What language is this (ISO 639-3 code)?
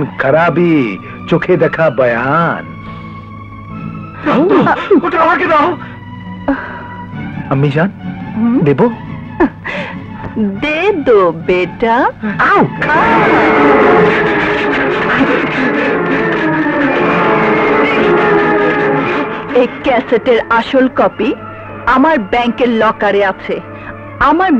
ben